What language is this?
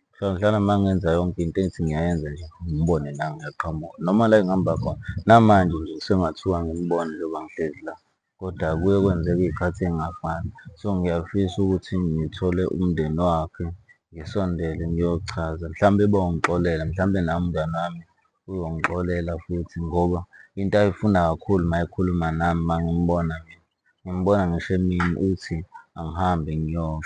Zulu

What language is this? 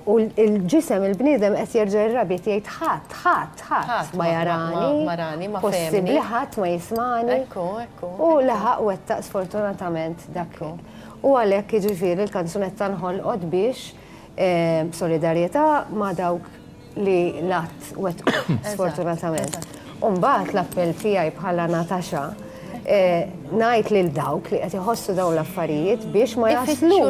Maltese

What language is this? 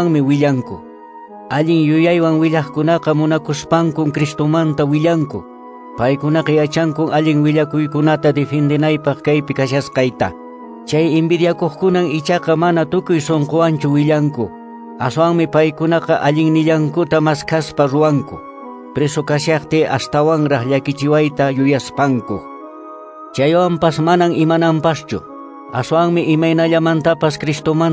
Quechua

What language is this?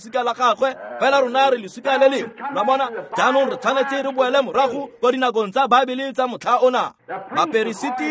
Tswana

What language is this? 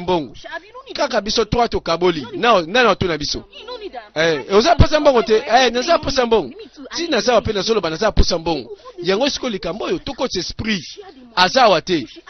Lingala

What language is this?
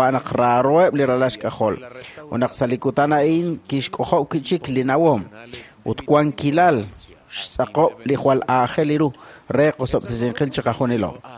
Kekchí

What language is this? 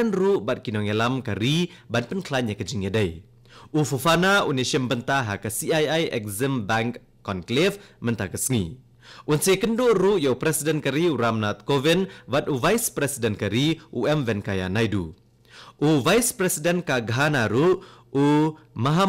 Khasi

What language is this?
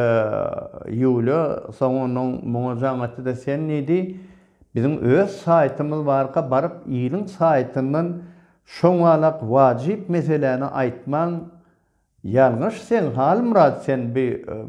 Turkmen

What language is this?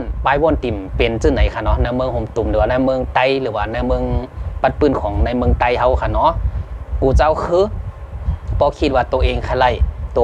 Shan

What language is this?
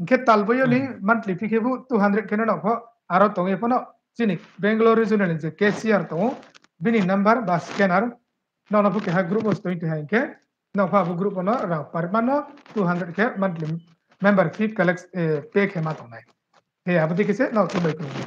Riang (India)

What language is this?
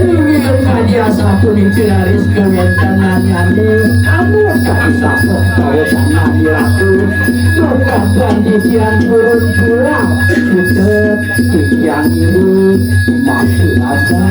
Balinese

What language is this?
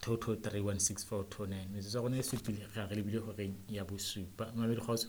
Southern Sotho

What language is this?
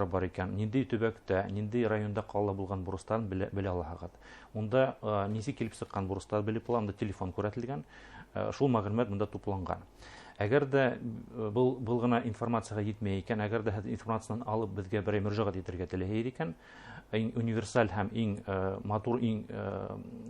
Bashkir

